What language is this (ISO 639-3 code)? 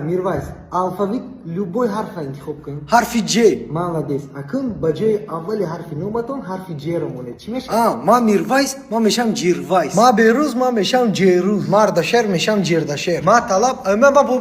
tgk